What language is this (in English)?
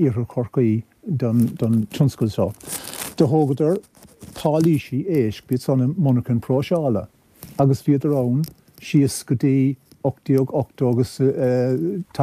Irish